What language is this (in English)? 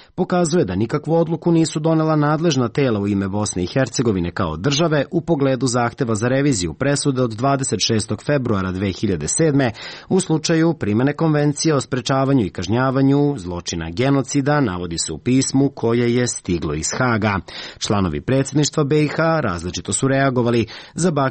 Serbian